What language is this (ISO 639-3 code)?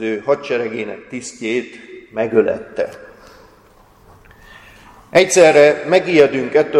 hun